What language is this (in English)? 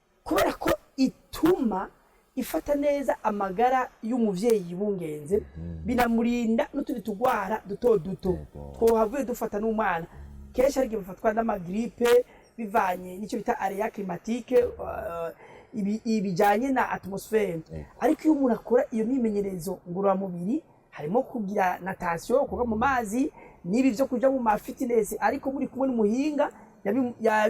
Rundi